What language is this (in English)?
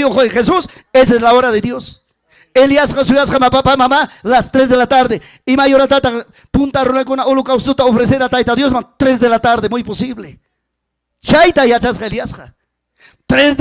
Ayacucho Quechua